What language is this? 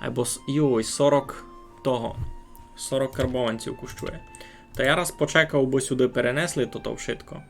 Rusyn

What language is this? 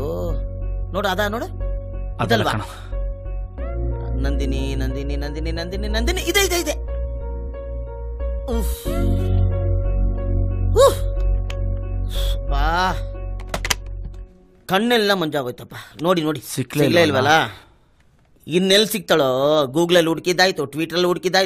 Kannada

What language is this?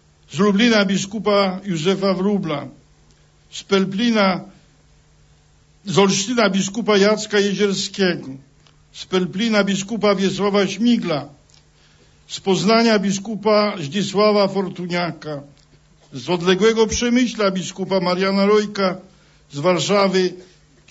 Polish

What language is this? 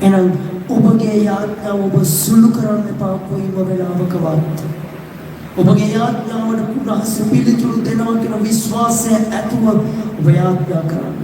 Sinhala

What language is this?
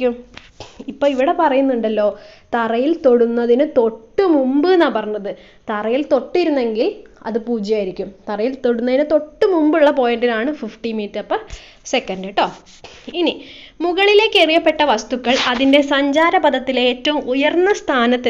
Malayalam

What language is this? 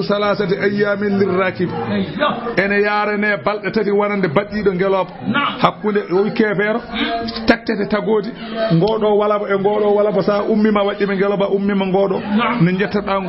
Fula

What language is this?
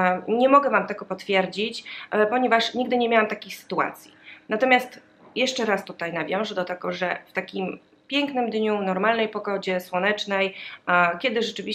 Polish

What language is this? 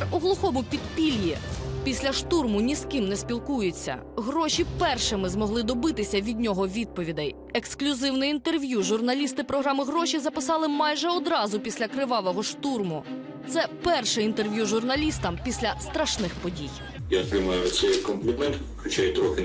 Ukrainian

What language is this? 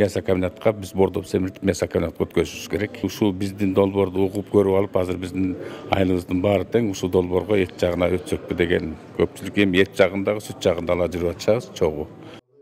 Kyrgyz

